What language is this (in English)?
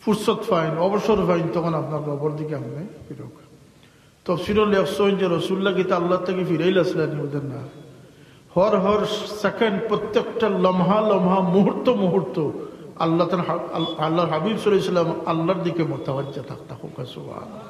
Sylheti